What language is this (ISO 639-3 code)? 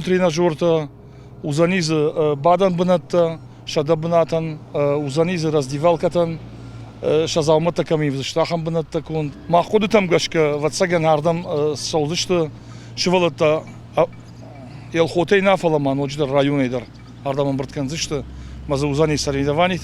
oss